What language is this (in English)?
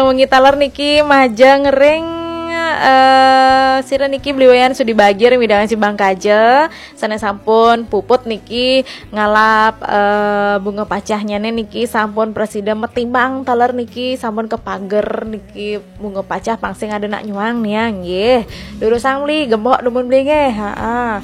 Balinese